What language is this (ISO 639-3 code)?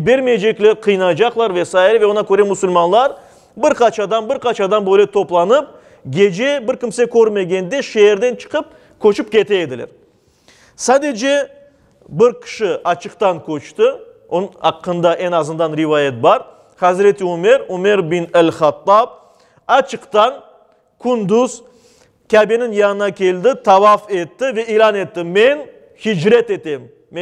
crh